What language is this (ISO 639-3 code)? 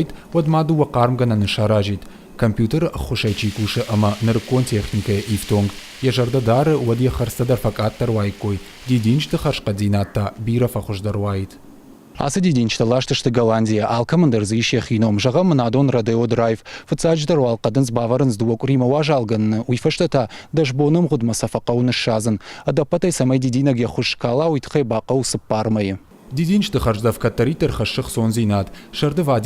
oss